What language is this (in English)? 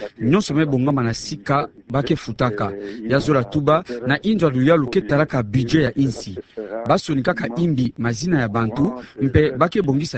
Kituba (Democratic Republic of Congo)